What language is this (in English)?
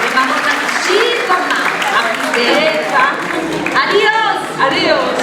Sardinian